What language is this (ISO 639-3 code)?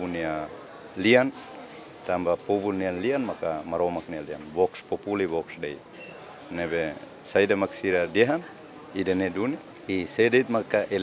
tet